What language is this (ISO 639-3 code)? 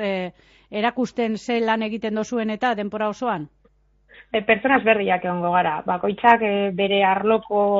eus